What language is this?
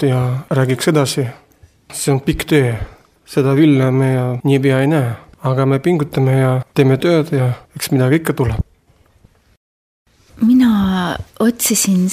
Estonian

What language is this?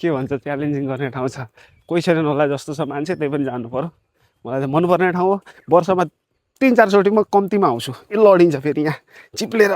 Nepali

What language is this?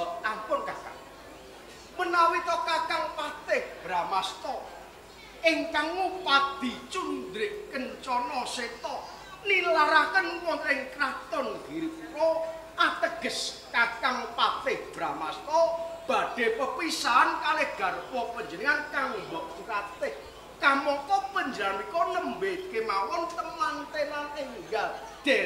Javanese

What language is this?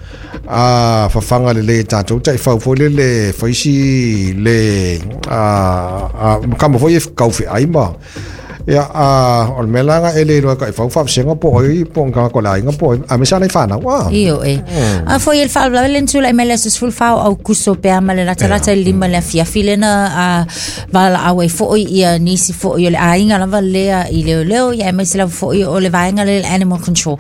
Samoan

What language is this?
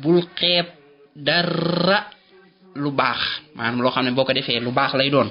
Wolof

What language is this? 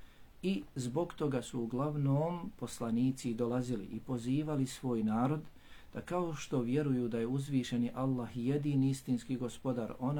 Bosnian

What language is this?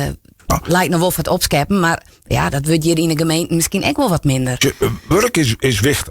Western Frisian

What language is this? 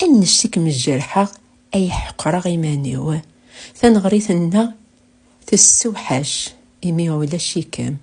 Kabyle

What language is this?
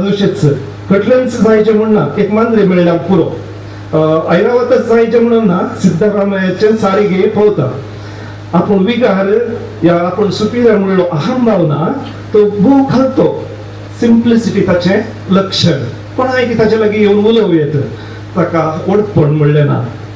Konkani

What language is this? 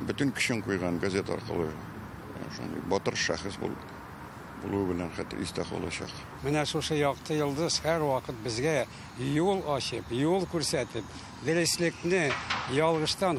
Tatar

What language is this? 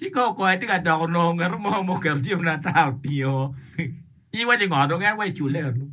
Acoli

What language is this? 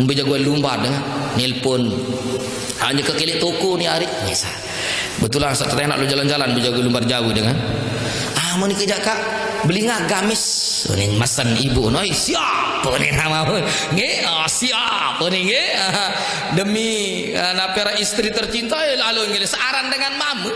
Sasak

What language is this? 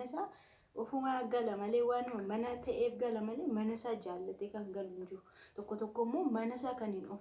Oromo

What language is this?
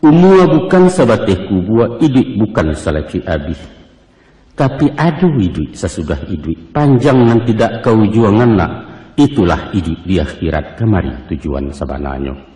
Minangkabau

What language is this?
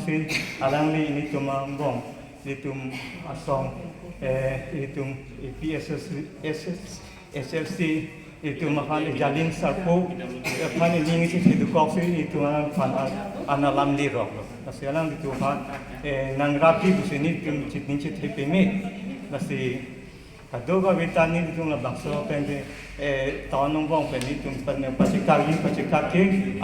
Karbi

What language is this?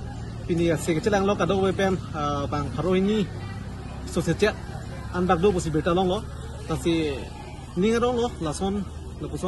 Karbi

